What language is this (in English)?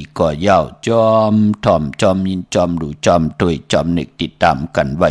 Shan